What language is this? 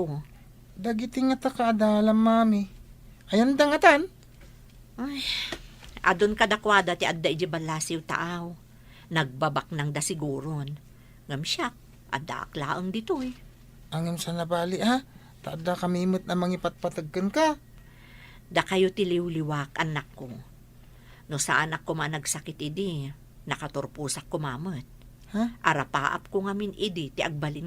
Iloko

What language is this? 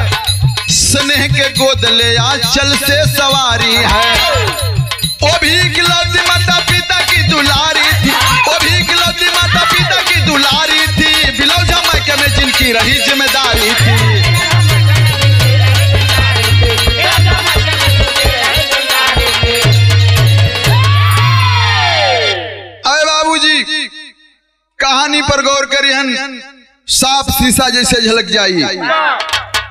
Bhojpuri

